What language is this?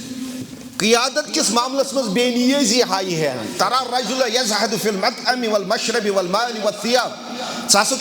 Kashmiri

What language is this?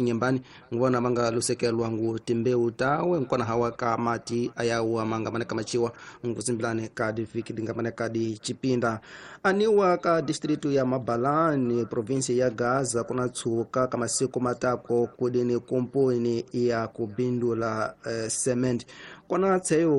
Tsonga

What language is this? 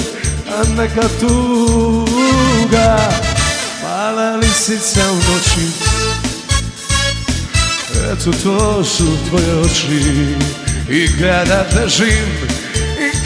Croatian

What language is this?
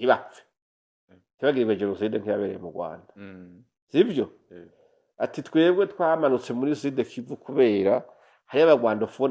Rundi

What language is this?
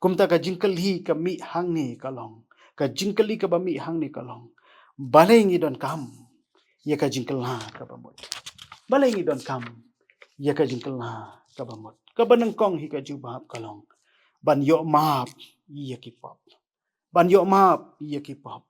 Khasi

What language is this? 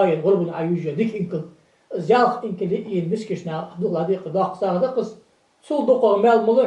Ingush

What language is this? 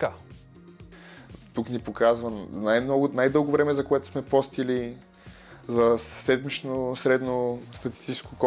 Bulgarian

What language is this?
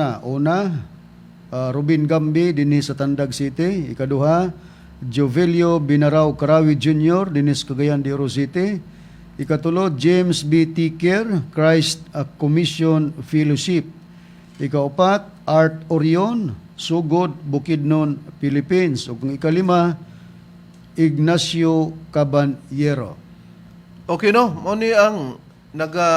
Cebuano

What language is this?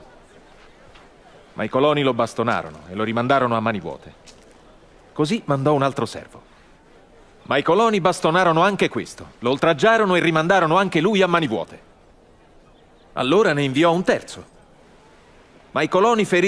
Italian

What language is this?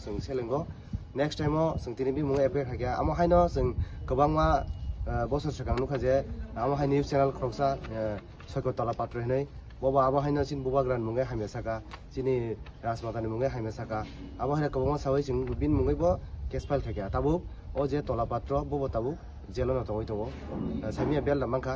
Kok Borok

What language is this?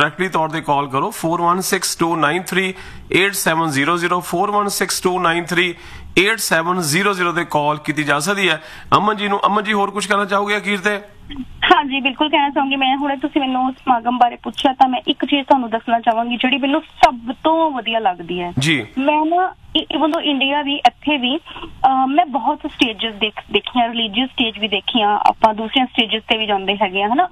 Punjabi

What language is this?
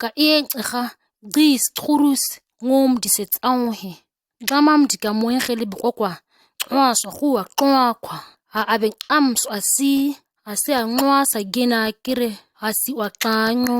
ǁGana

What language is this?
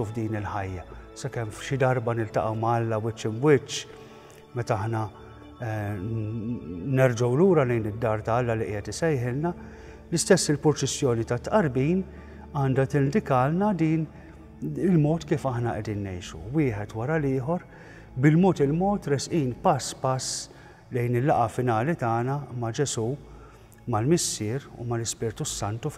Maltese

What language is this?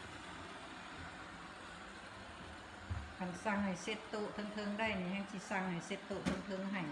Lao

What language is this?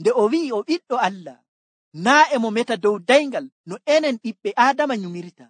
Nigerian Fulfulde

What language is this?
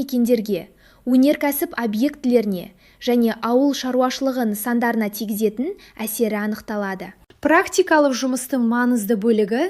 Kazakh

